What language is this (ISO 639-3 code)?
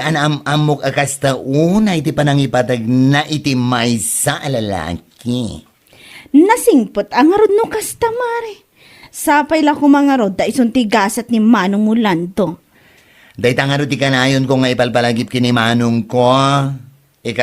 ilo